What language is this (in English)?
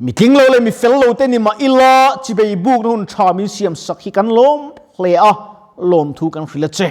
Mizo